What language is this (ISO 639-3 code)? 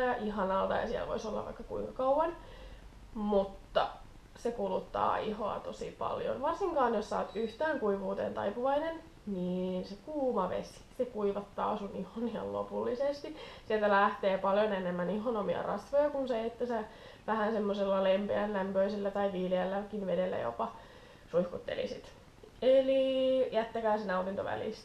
fin